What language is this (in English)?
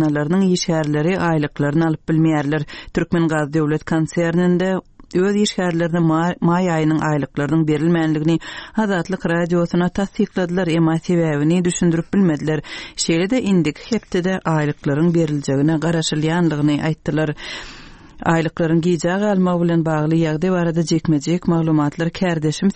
Turkmen